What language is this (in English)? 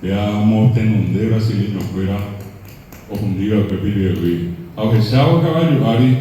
Guarani